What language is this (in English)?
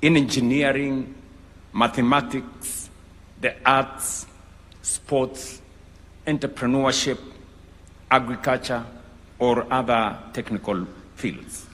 Gusii